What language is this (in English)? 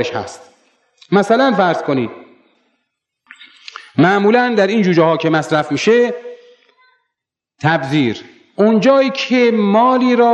Persian